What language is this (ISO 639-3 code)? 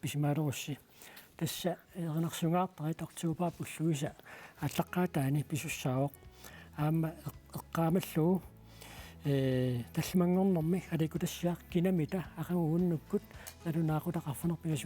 kal